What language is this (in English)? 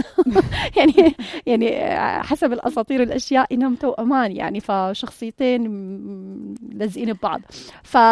North Levantine Arabic